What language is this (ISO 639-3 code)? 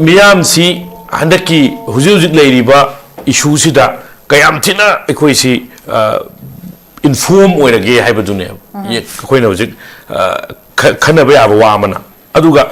mni